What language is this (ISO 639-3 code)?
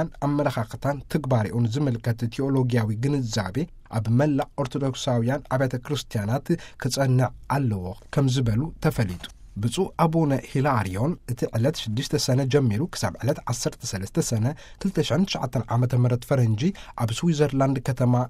tir